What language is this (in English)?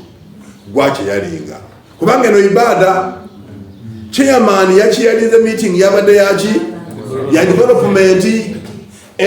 Ganda